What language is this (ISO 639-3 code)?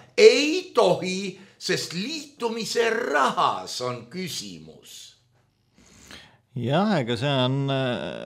est